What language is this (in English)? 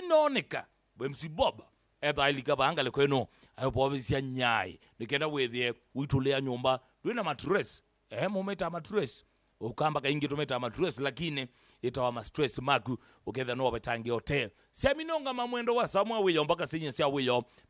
Kamba